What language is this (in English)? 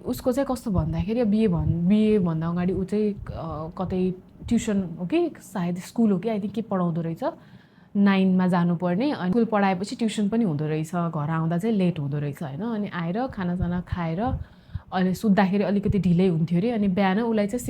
Nepali